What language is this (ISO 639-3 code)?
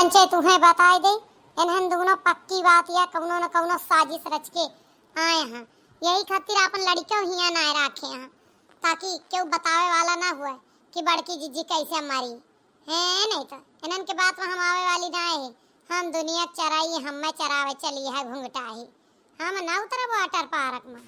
awa